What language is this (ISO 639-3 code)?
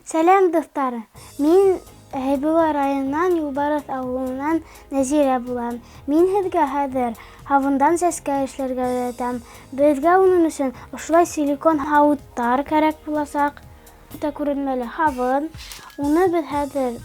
bak